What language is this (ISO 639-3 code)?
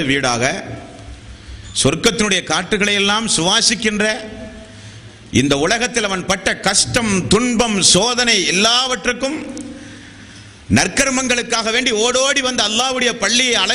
tam